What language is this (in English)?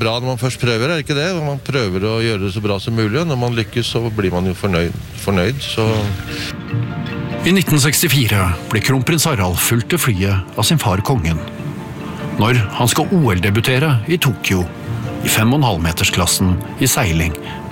Norwegian